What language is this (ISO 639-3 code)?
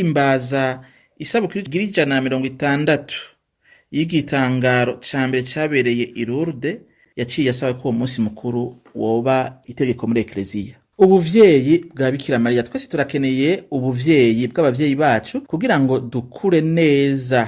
run